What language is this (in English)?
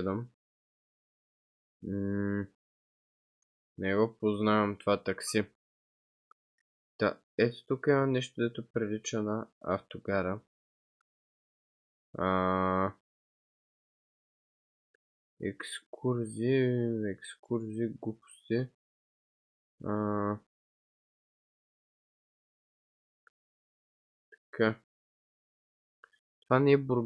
Bulgarian